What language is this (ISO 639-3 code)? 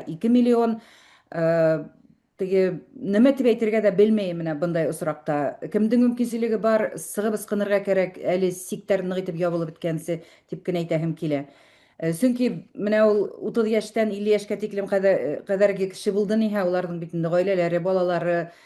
bak